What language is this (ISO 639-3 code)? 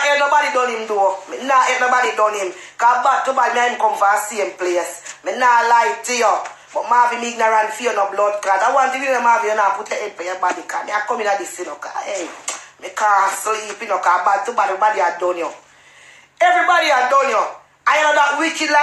jam